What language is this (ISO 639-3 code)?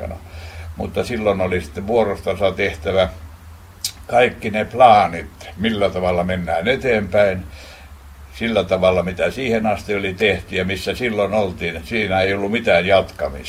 fin